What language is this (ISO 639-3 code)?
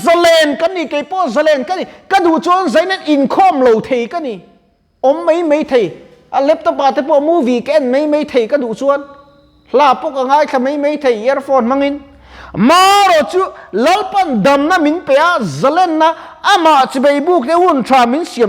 lus